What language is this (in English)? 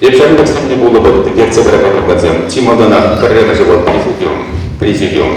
Chuvash